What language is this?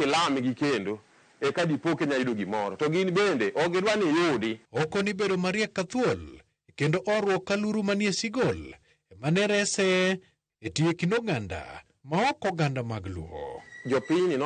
Luo (Kenya and Tanzania)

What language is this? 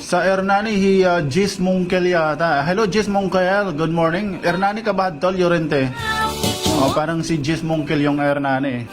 Waray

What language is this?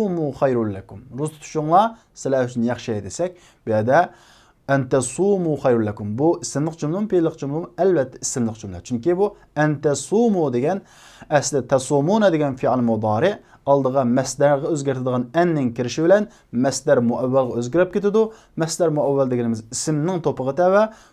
Uyghur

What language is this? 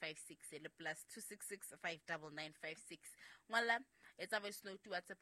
Southern Sotho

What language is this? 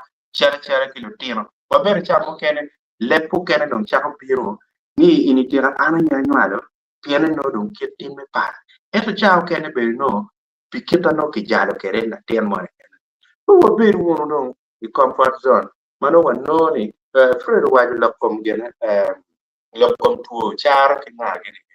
Acoli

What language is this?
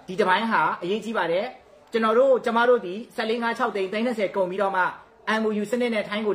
Burmese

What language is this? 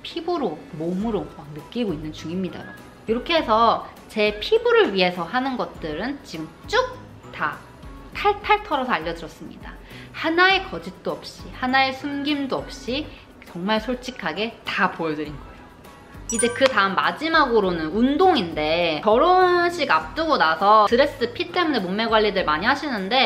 Korean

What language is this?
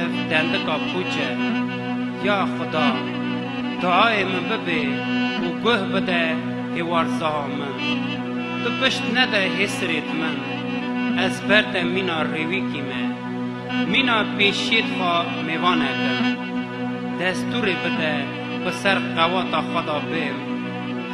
Kurdish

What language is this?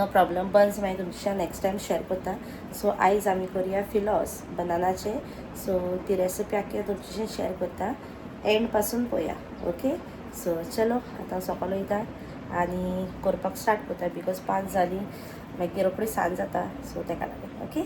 Konkani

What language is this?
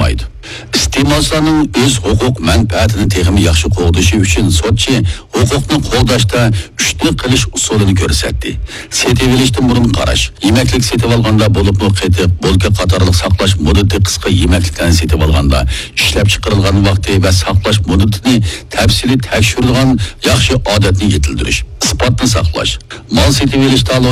Uyghur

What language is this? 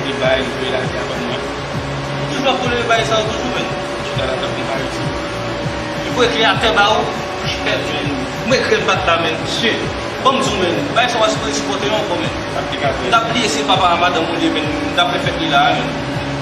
Haitian Creole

